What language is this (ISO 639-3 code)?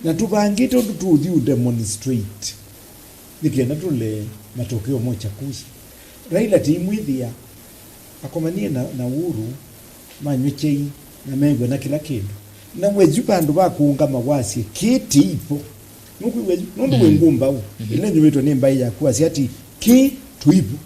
kam